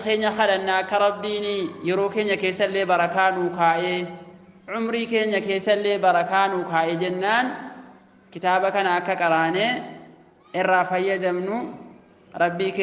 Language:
Oromo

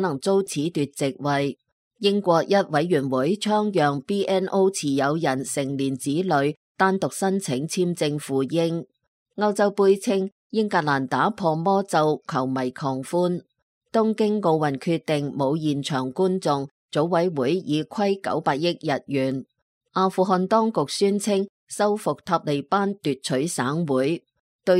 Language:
Cantonese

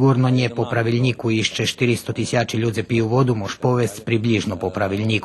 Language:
Rusyn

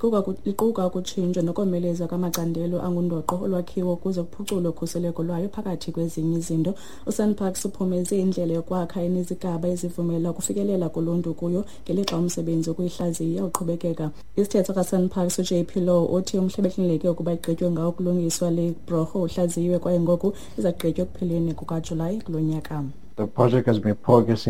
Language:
Xhosa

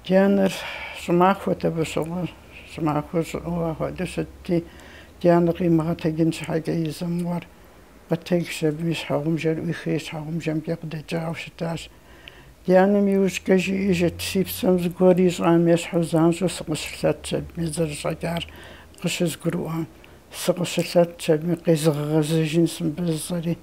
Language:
Kabardian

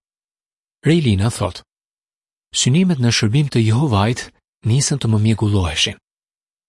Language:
Albanian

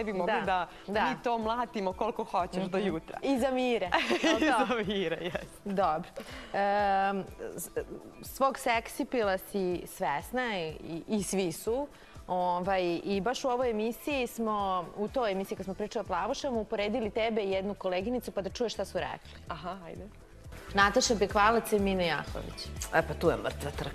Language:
Serbian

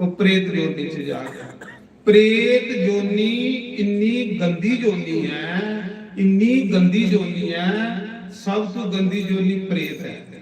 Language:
Dogri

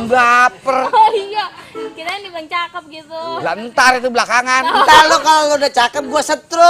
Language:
Betawi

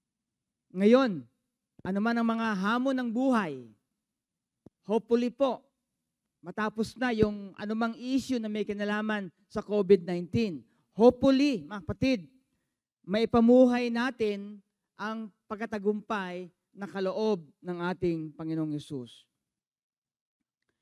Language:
Filipino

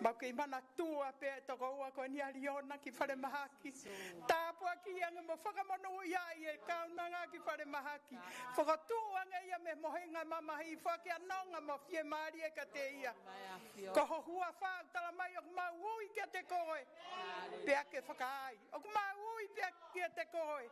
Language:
Tongan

